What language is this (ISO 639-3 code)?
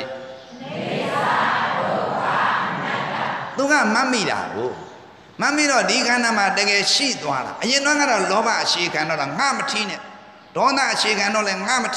mya